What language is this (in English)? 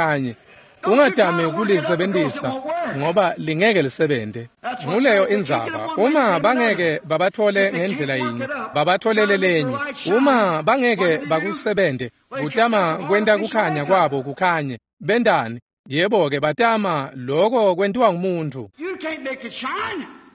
Swati